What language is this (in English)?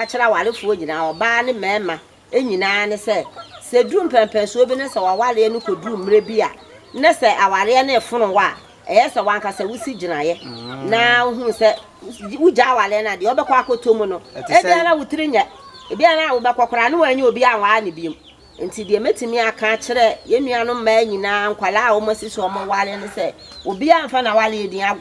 Akan